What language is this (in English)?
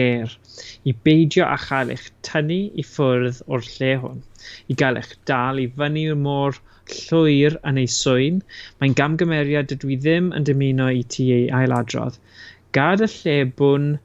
Welsh